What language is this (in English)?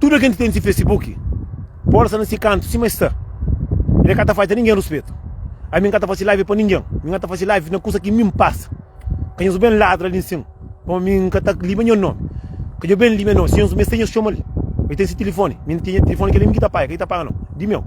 Kabuverdianu